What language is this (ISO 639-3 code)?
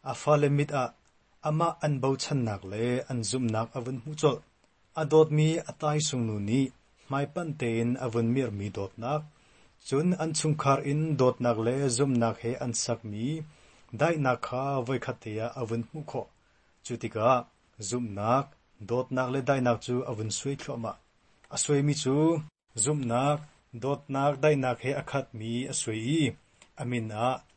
cnh